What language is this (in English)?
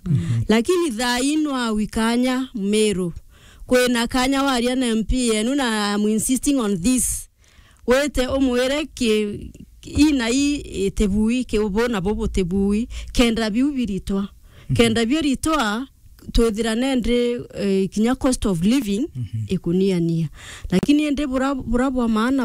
Meru